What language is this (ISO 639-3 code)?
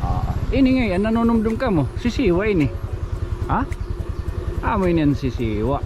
war